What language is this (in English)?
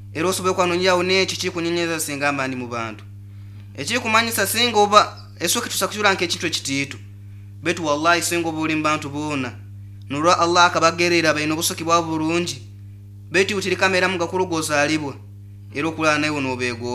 Nyoro